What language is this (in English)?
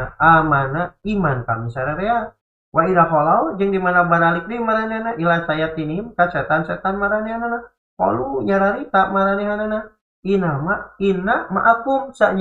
Sundanese